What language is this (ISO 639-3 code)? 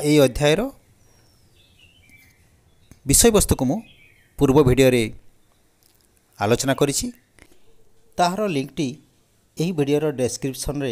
ori